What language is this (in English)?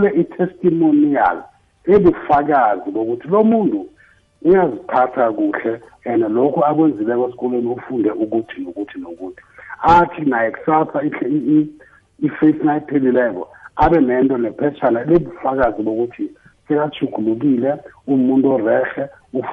South Ndebele